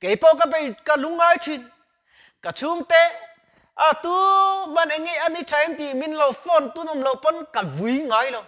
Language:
Mizo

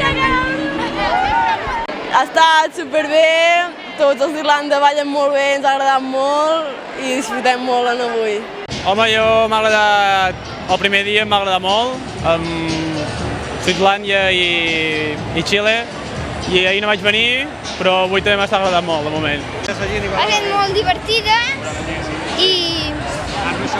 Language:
Catalan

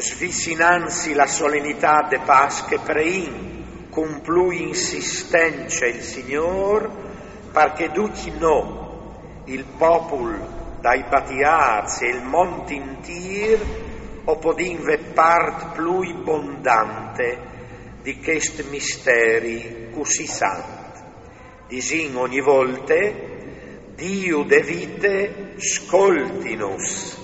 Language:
Friulian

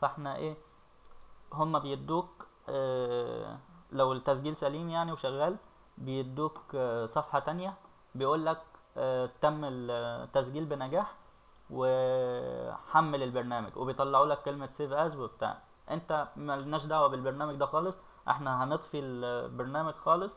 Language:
Egyptian Arabic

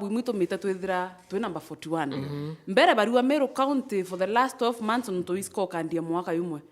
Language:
Meru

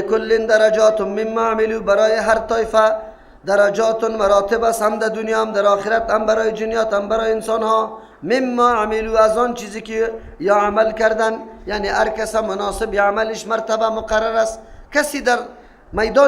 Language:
Persian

